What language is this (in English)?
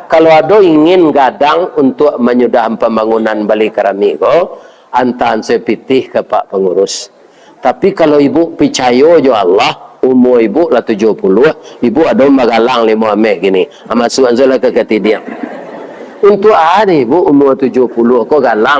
Minangkabau